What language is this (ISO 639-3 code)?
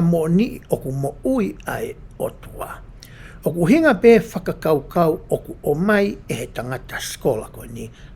ton